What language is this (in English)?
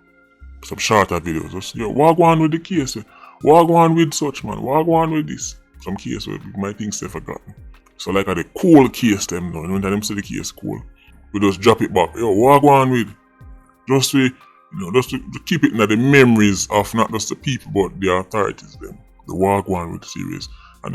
Jamaican Creole English